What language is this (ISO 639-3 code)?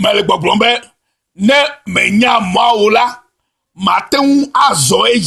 ewe